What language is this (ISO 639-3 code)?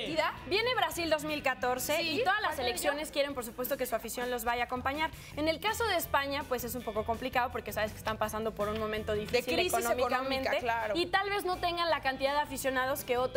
spa